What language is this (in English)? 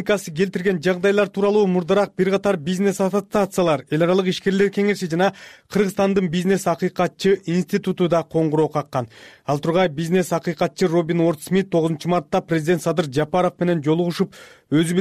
Kyrgyz